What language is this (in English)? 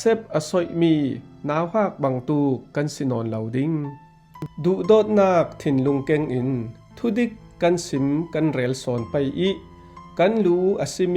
Falam Chin